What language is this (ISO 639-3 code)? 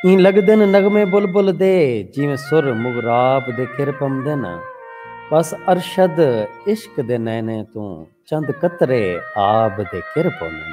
skr